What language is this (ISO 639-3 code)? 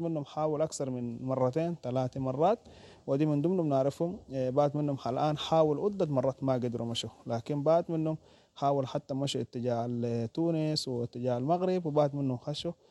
apd